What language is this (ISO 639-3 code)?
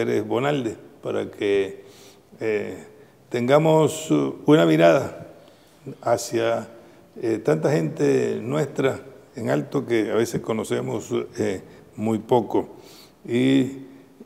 spa